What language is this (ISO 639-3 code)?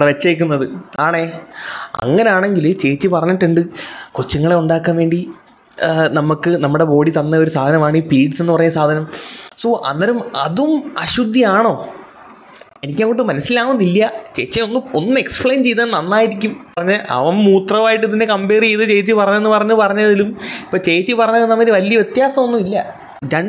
mal